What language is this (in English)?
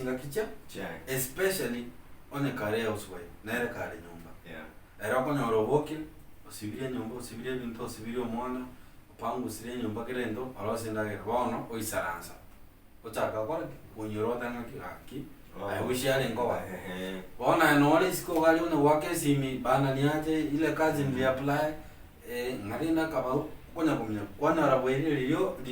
Gusii